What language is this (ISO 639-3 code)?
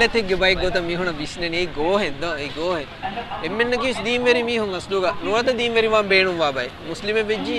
div